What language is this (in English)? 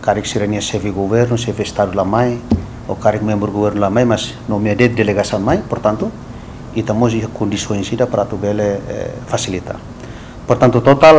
Tetum